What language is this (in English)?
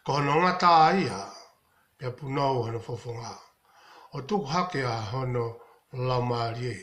Tongan